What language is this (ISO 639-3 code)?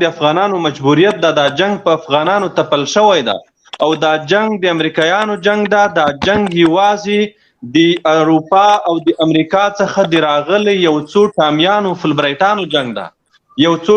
pus